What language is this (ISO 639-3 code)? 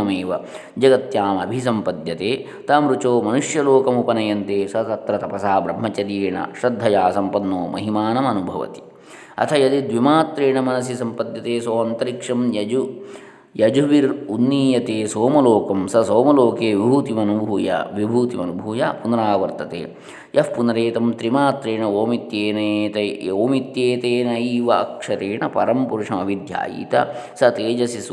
san